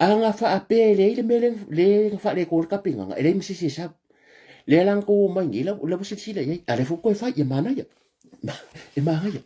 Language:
Samoan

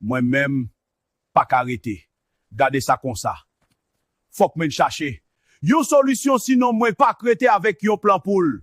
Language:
Haitian Creole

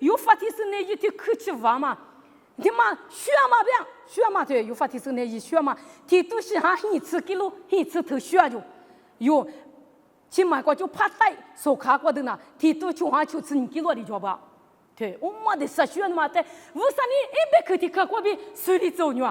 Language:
Lisu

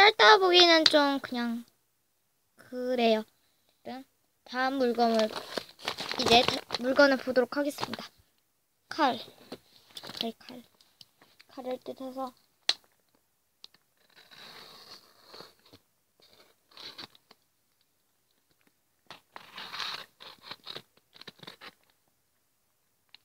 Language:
Korean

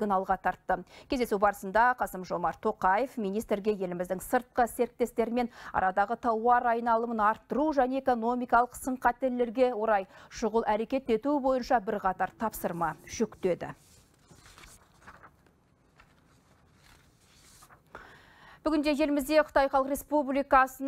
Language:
Kazakh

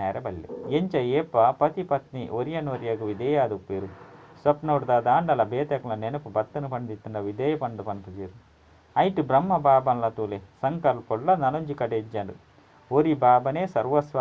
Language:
Tulu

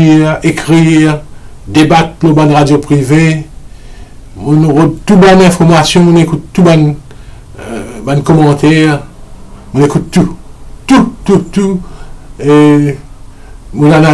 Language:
Morisyen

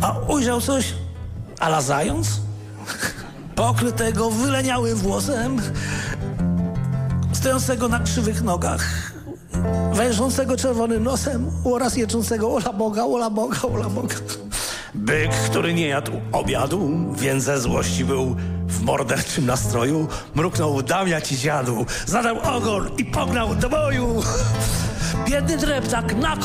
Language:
Polish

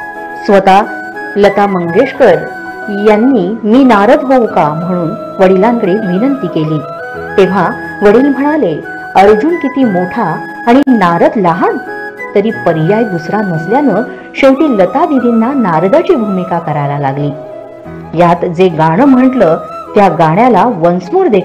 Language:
Marathi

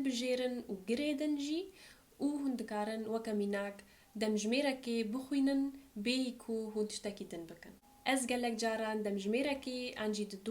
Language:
Kurdish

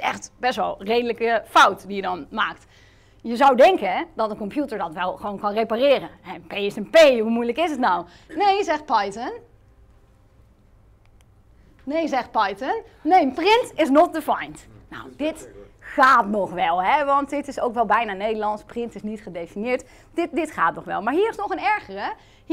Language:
Dutch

